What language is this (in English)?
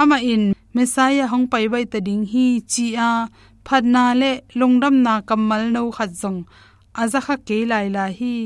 Tedim Chin